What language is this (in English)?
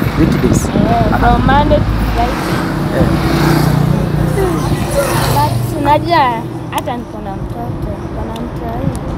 Swahili